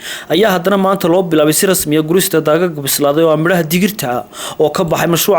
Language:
Somali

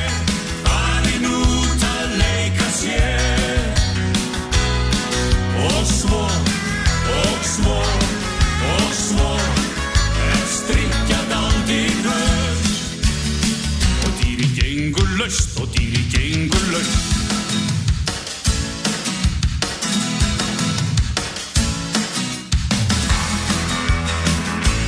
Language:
Icelandic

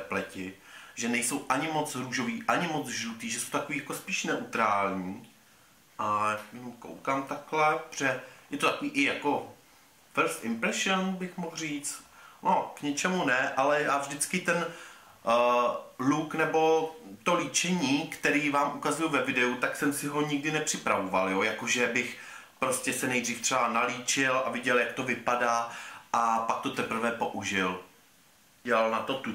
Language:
Czech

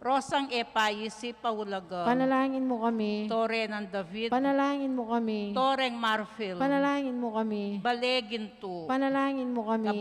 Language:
Pampanga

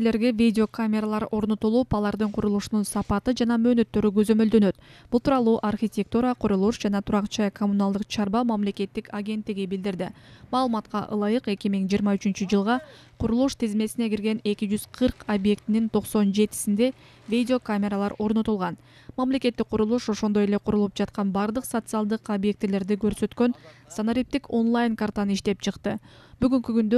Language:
Kyrgyz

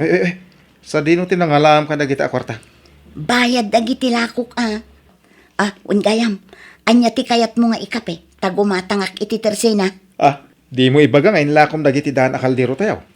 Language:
Iloko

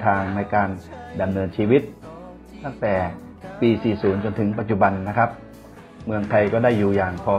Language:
Thai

